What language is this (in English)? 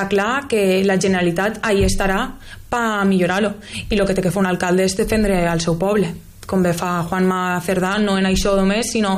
Catalan